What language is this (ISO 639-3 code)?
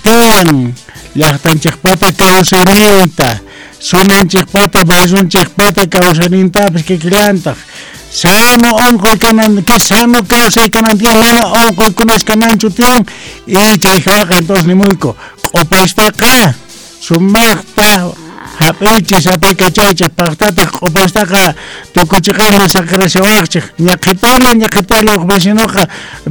que